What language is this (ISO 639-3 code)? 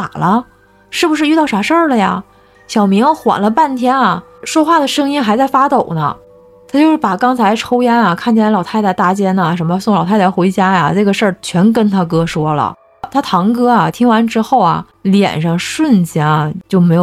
zho